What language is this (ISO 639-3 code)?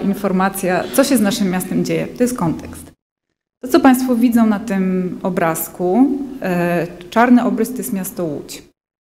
pol